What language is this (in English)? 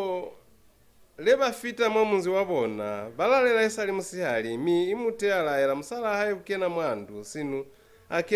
Lozi